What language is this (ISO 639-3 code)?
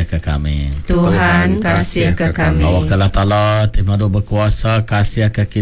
iba